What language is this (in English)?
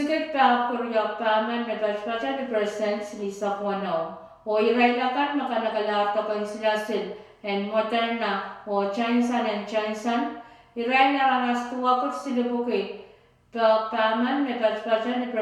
Pohnpeian